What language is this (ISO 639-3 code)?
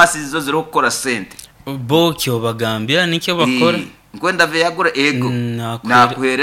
nyo